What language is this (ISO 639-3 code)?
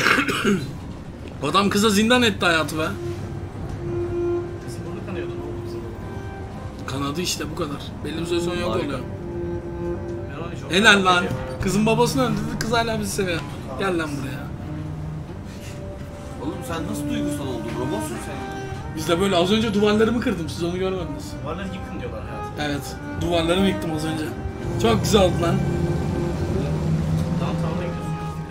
tur